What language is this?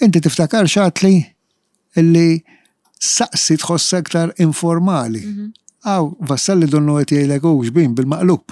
Maltese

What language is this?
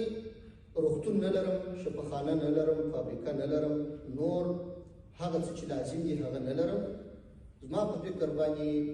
Pashto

